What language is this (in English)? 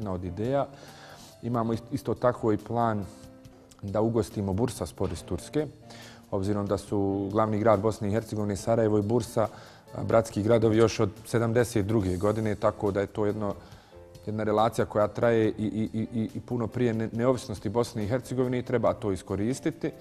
Bosnian